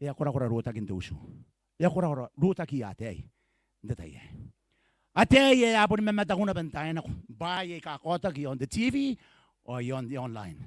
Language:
Gilbertese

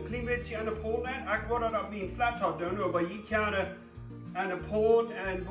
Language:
Plautdietsch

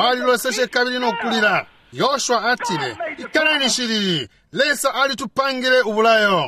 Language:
Bemba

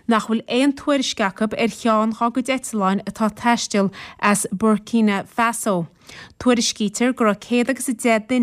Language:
Irish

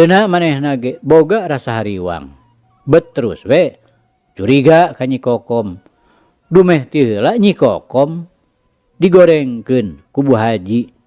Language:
Sundanese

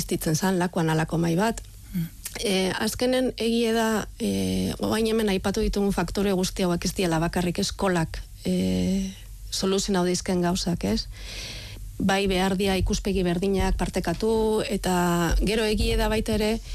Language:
Basque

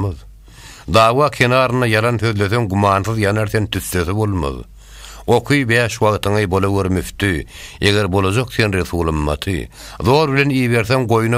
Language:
Turkmen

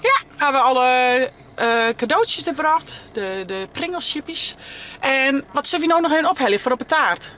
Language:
Western Frisian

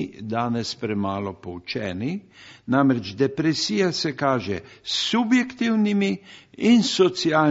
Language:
Slovenian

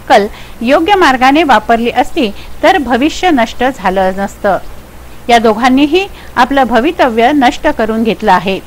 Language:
Marathi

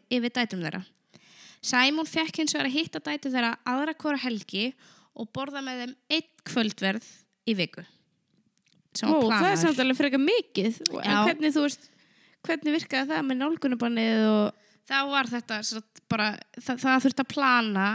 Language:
Icelandic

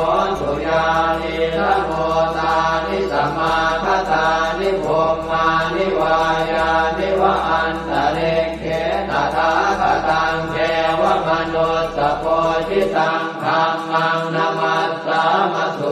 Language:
Pali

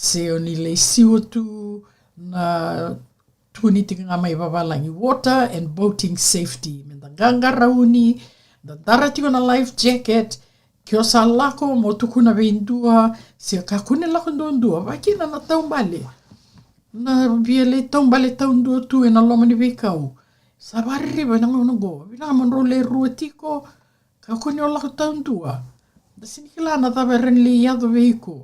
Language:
Fijian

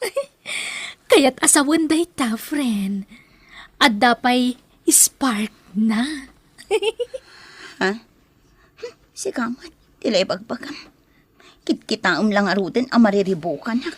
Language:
Iloko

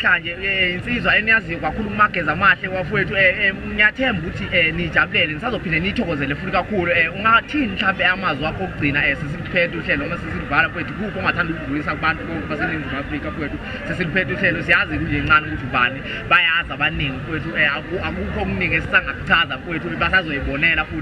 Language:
Zulu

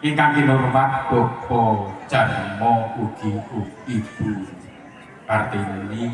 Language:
Javanese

